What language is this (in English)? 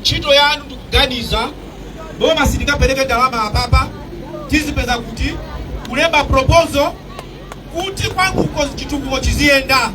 Nyanja